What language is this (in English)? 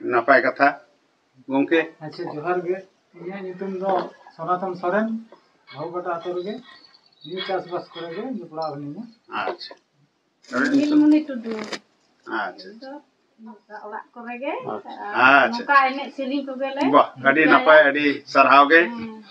Santali